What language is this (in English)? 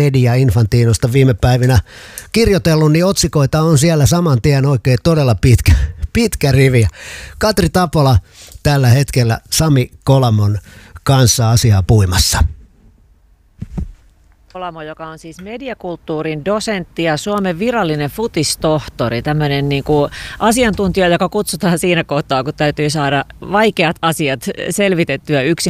Finnish